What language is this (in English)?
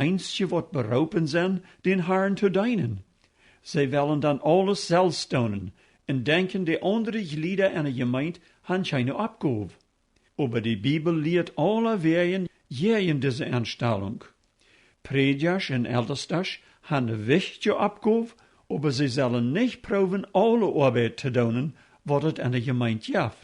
Plautdietsch